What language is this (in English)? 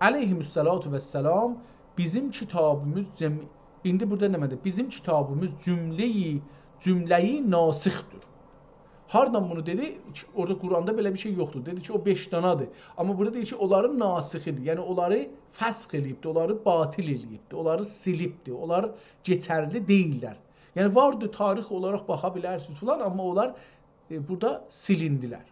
South Azerbaijani